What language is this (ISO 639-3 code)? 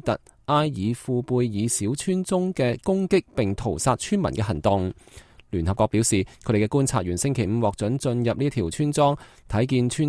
yue